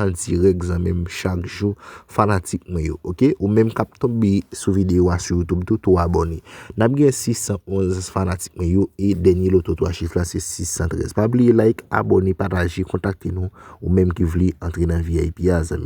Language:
Haitian Creole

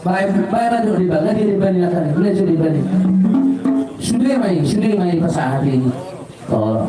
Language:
Batak Toba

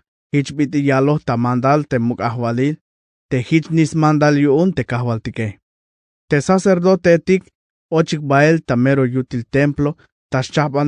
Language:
Tzeltal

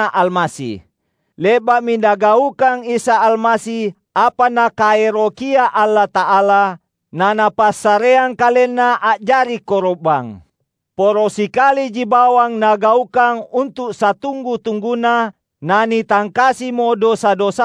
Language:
Makasar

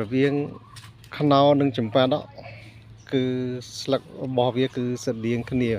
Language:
Khmer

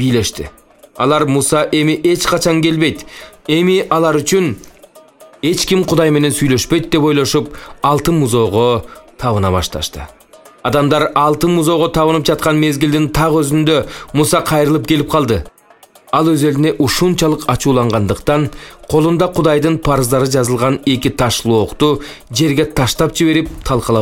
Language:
Kyrgyz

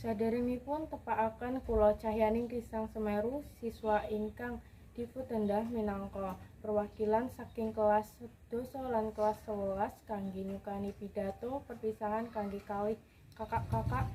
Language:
Javanese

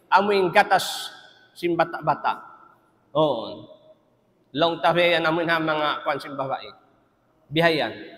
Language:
Tausug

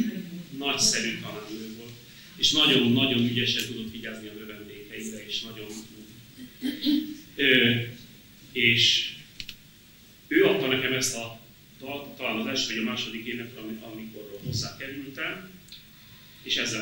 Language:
Hungarian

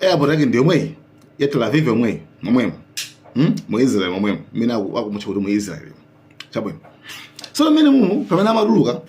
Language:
Nyanja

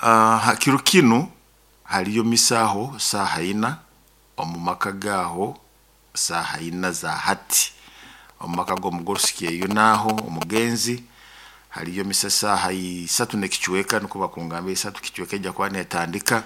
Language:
Nyoro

